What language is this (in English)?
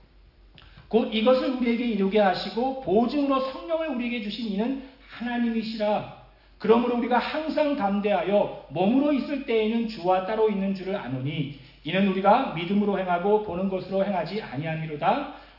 Korean